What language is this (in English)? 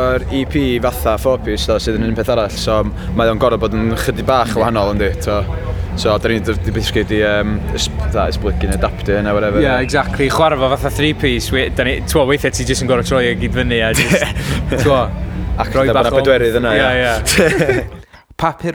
Welsh